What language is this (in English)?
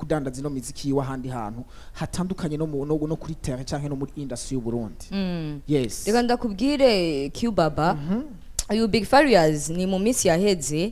Rundi